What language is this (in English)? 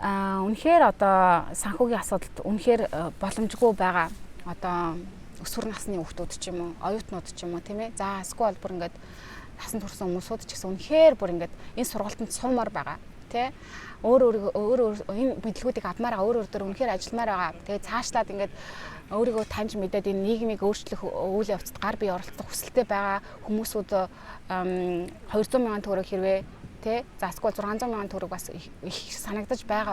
Mongolian